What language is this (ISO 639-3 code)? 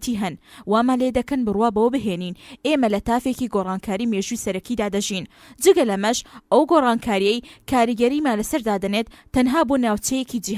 ckb